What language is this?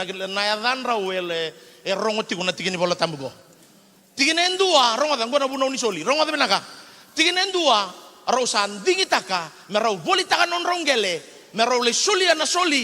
Fijian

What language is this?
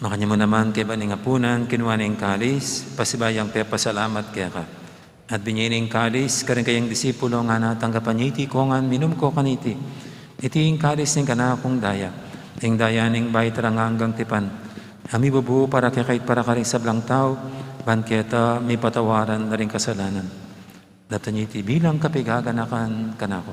Pampanga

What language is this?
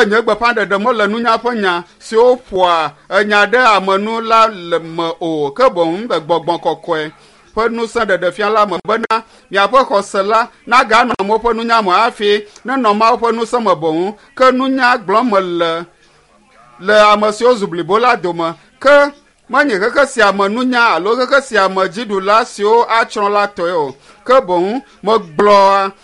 Ewe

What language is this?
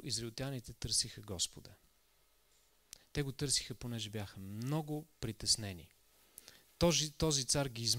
Bulgarian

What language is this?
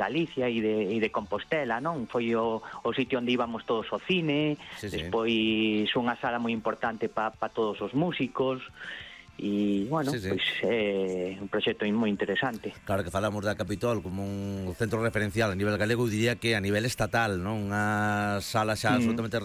Galician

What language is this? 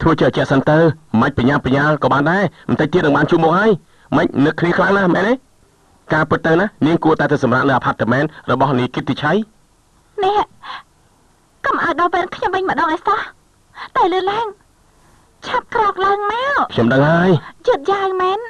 Khmer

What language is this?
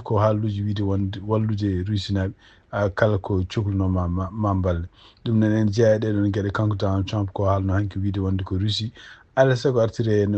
Fula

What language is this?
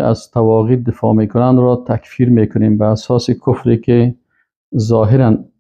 Persian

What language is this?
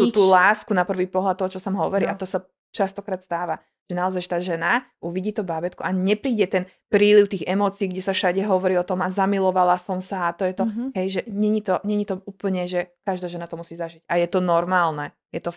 Slovak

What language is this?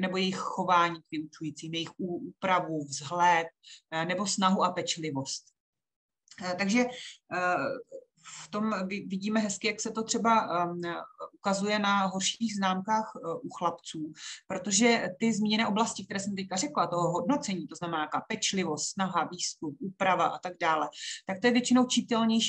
Czech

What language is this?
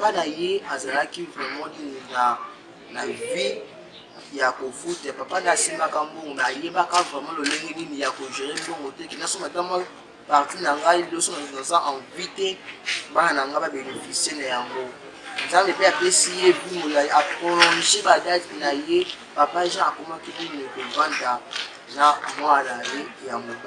Lingala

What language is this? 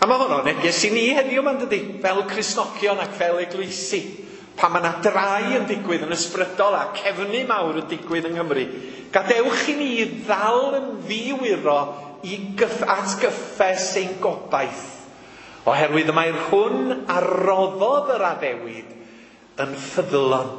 Welsh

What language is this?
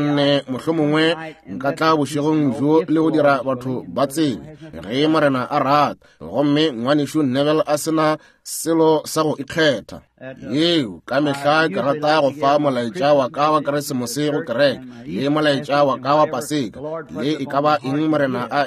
Northern Sotho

